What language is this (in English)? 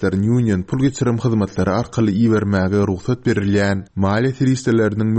Turkmen